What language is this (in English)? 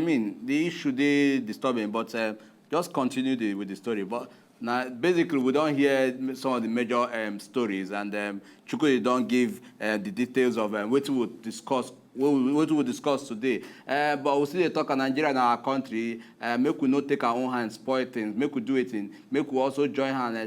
Nigerian Pidgin